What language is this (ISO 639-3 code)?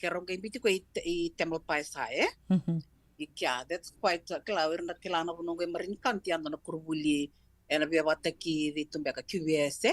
fij